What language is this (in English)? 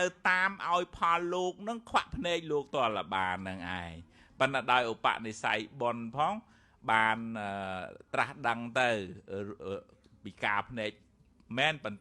Khmer